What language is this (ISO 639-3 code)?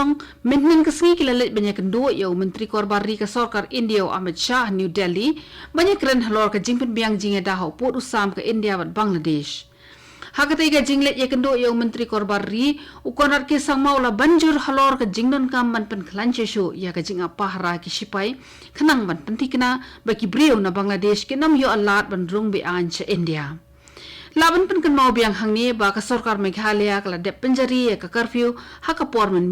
kha